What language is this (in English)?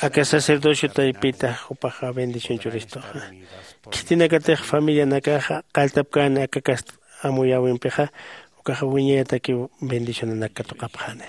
Aymara